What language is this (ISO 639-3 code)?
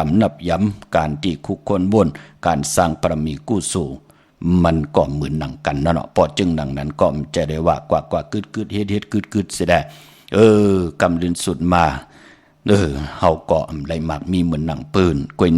shn